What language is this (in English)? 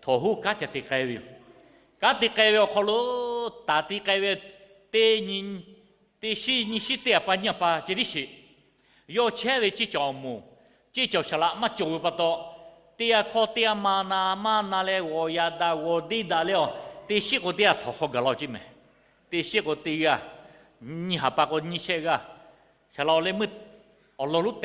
Lahu